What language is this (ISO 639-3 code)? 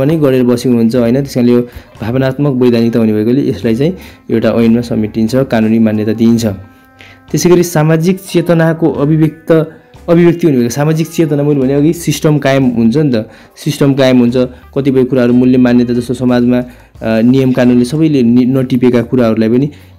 nep